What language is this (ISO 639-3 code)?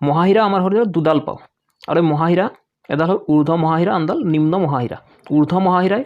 asm